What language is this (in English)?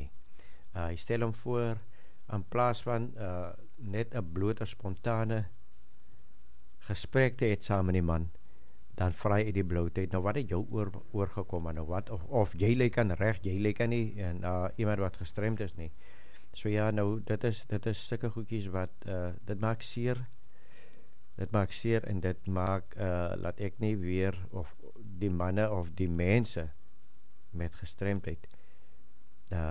Afrikaans